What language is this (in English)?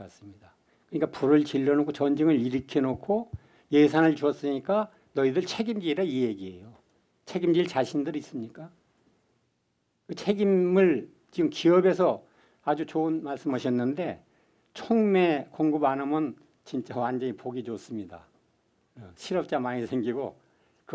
Korean